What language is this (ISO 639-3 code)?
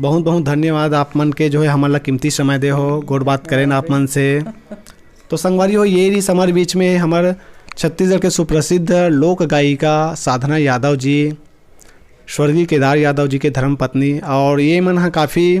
hne